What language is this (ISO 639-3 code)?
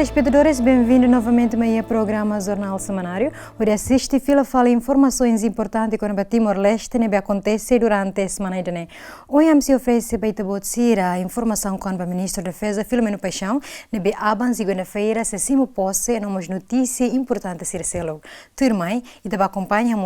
tet